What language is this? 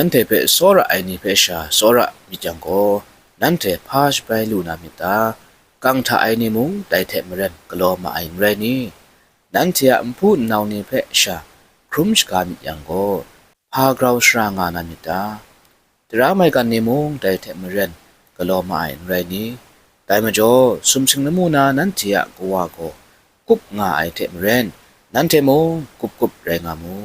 Kachin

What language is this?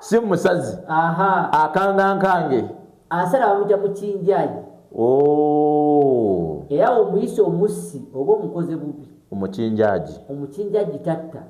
Ganda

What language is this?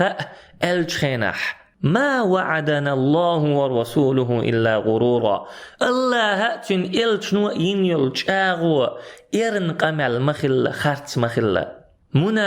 Chechen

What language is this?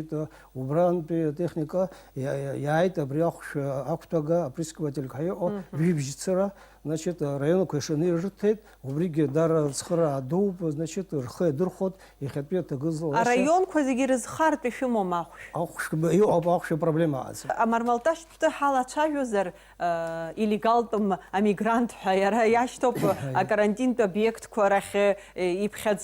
Abkhazian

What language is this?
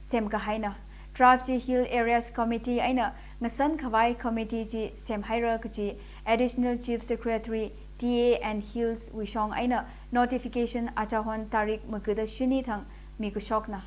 Tangkhul Naga (India)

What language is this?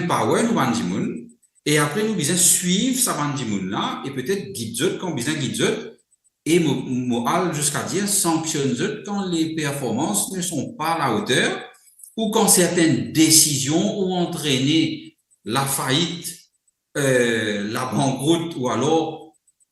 Morisyen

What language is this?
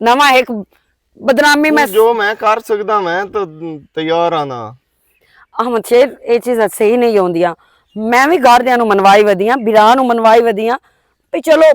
Western Panjabi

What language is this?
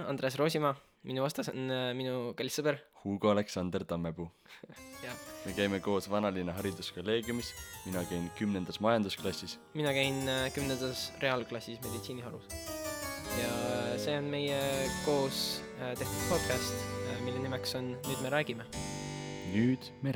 Estonian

